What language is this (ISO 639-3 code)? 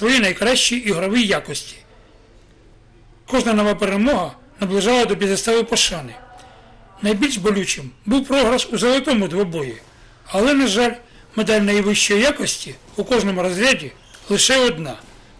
ukr